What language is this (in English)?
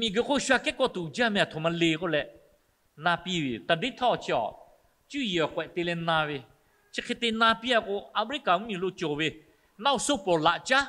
Lahu